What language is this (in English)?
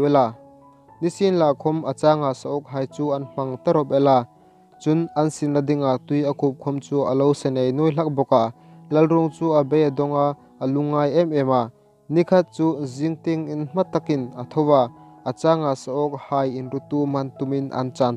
Hmar